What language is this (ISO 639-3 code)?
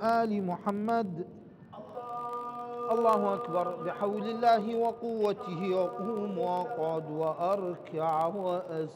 ara